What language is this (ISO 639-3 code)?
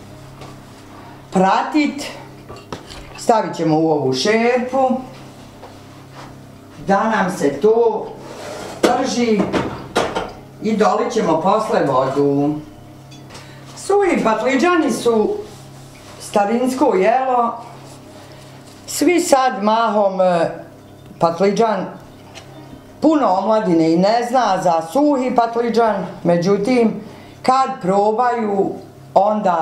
bos